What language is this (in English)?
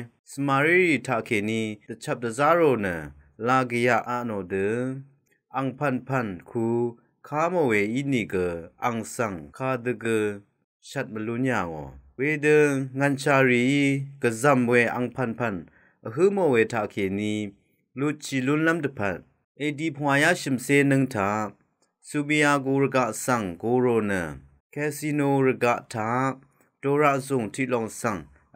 Rawang